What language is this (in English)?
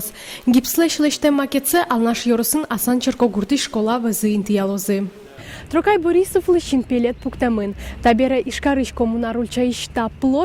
Udmurt